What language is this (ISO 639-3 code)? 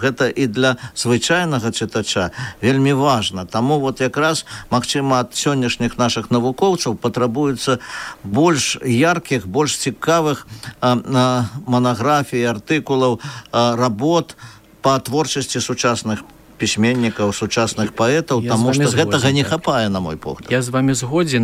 bel